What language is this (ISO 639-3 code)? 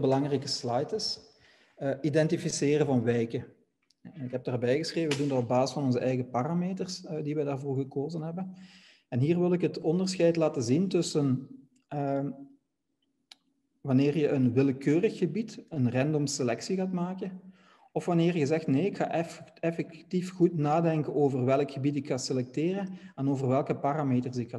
nld